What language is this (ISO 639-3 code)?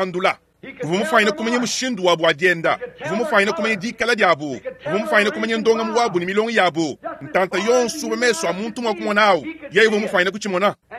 lua